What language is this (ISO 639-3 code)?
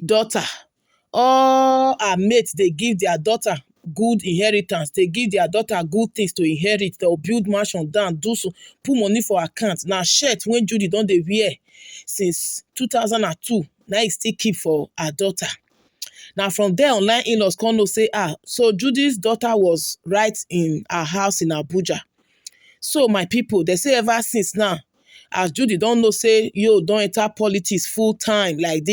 pcm